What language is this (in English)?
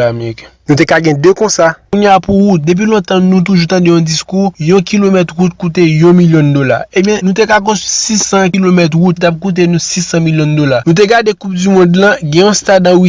Haitian Creole